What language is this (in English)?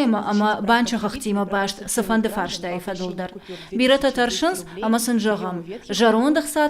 Ossetic